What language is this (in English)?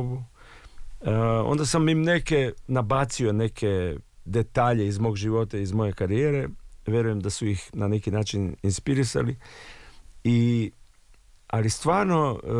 Serbian